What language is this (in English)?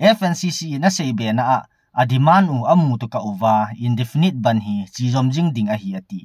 Thado Chin